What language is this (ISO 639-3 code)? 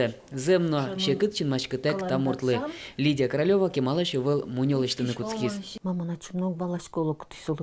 udm